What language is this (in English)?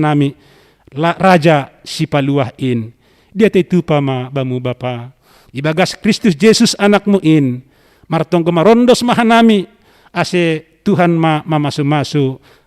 Batak Simalungun